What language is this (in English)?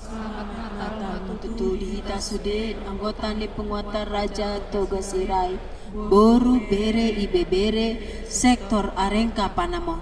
Batak Toba